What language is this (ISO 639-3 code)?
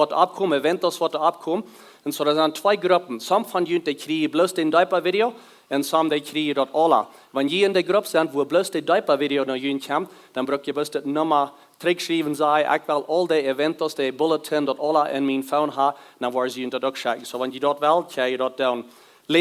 pdt